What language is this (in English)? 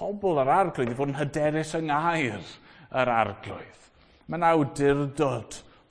Welsh